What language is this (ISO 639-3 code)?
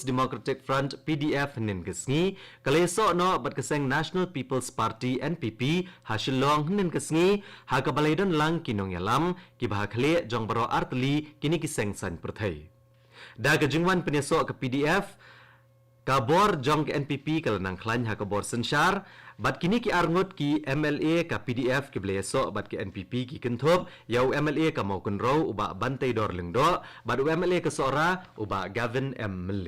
kha